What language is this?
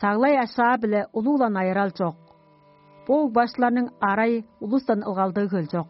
Tuvinian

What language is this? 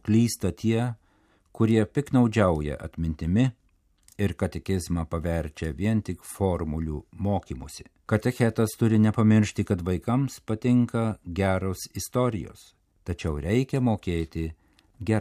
Lithuanian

